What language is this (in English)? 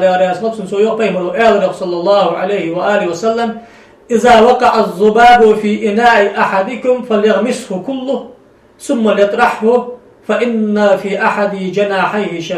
Ingush